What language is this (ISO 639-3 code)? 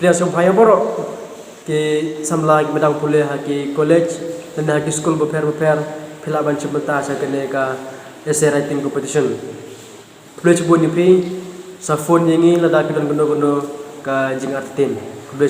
kha